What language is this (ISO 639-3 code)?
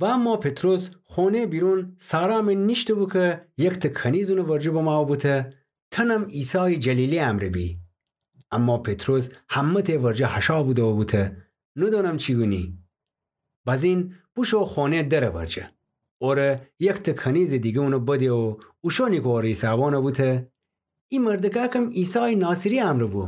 glk